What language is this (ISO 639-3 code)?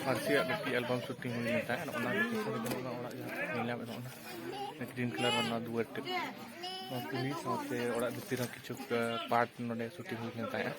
sat